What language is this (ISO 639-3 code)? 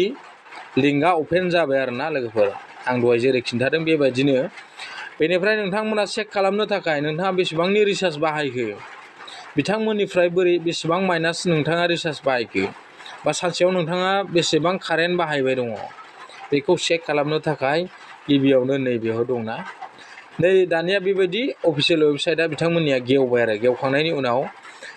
brx